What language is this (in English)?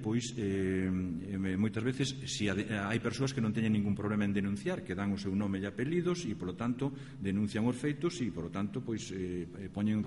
Galician